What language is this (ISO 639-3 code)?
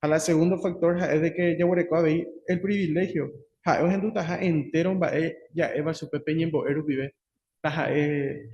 grn